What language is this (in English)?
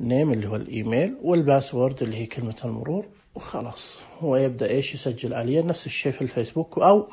Najdi Arabic